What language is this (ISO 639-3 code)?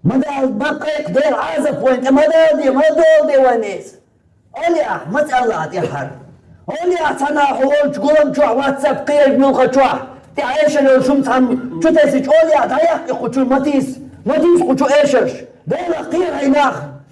che